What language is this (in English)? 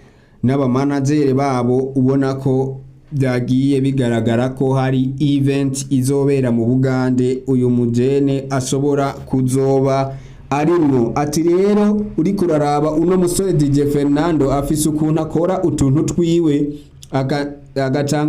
Rundi